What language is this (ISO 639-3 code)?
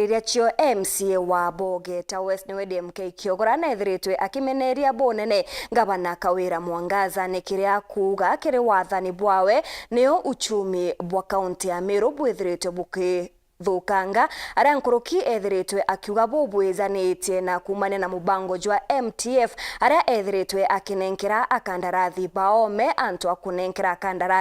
mer